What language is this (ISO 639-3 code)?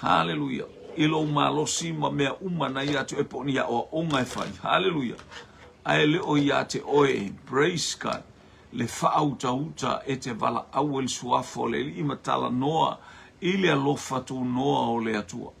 smo